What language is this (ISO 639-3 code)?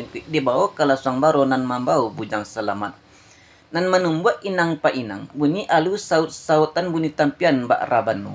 min